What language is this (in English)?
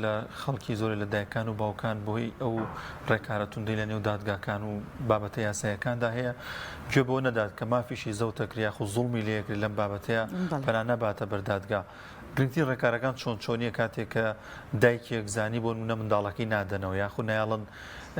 Central Kurdish